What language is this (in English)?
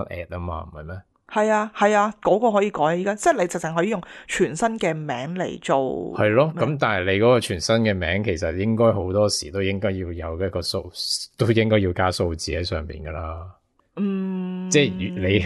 Cantonese